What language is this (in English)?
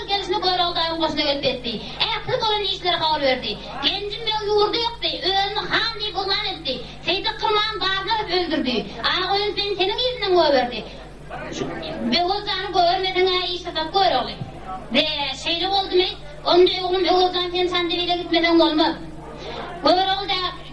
Turkmen